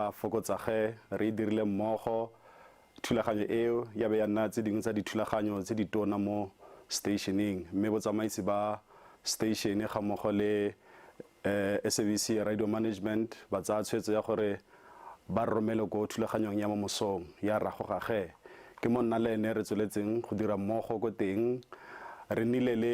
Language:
Tswana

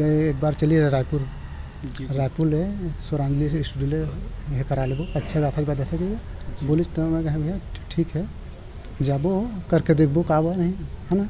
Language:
Chhattisgarhi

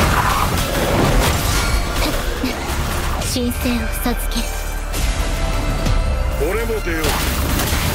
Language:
Japanese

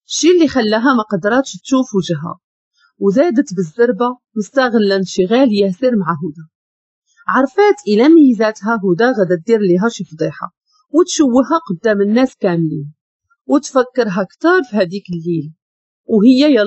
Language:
Moroccan Arabic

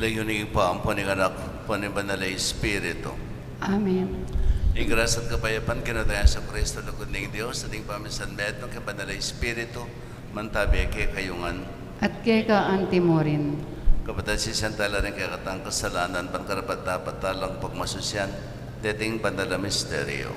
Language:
Pampanga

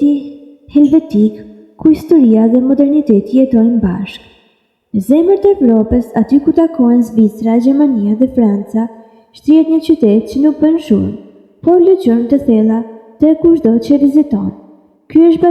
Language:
Albanian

